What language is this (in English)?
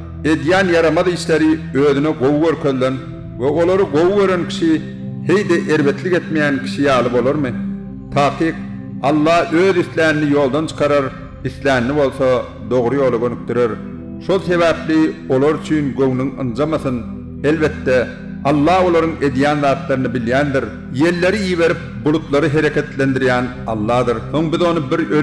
Turkmen